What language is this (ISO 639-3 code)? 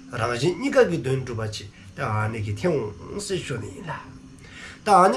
dzo